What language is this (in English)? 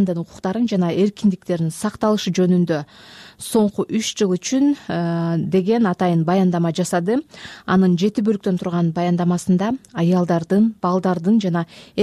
Kyrgyz